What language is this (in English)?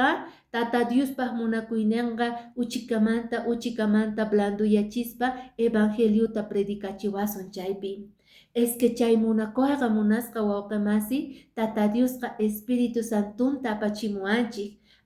Quechua